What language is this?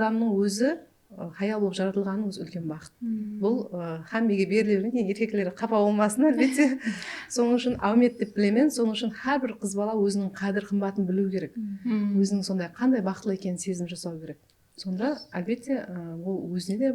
Kara-Kalpak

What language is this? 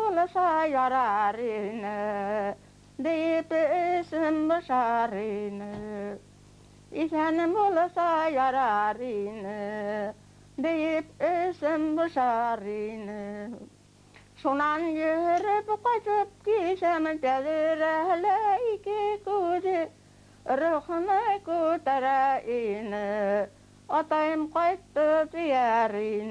Bashkir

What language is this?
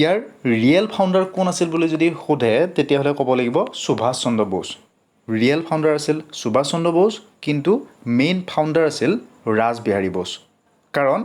Assamese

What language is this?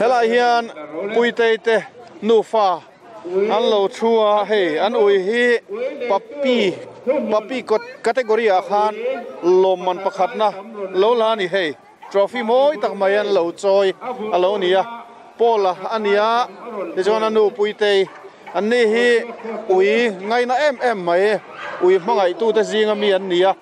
Mizo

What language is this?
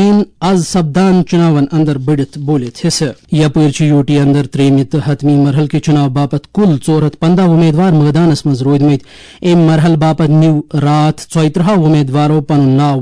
Kashmiri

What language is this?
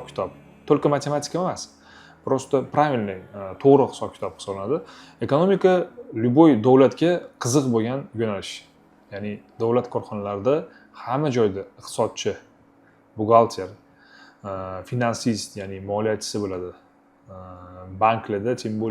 Uzbek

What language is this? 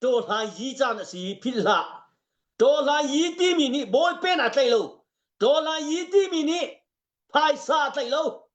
Hakha Chin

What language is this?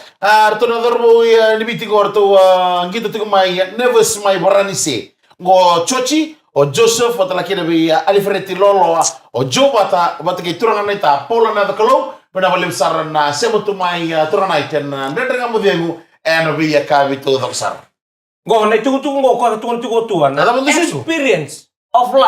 Fijian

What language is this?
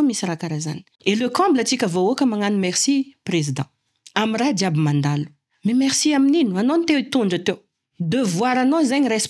Malagasy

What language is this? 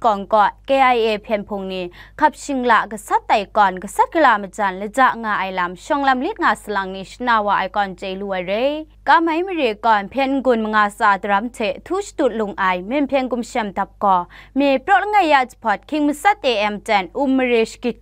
Kachin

